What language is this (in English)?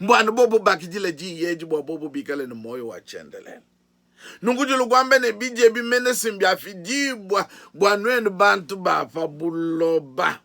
Luba-Lulua